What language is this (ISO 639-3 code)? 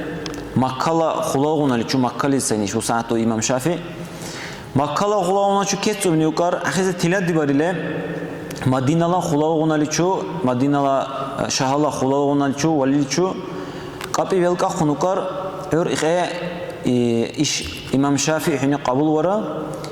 dar